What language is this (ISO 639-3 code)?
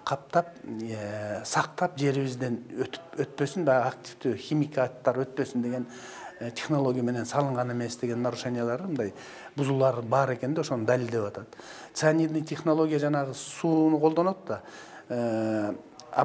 kir